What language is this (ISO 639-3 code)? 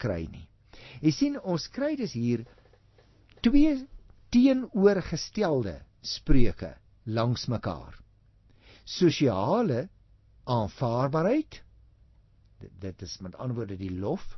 afr